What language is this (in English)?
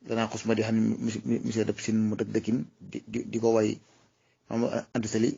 Wolof